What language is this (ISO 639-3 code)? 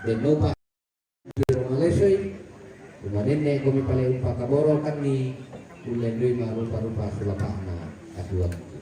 sda